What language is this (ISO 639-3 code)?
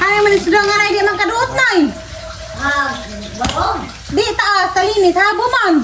ceb